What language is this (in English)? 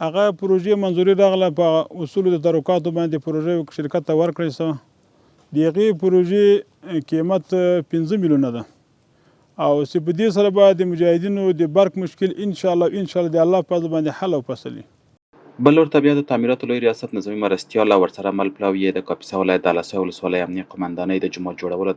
Pashto